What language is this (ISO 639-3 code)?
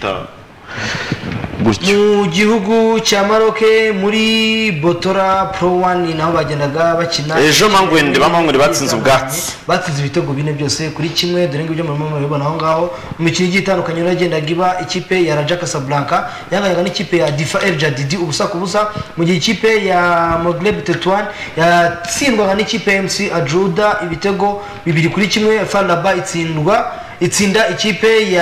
kin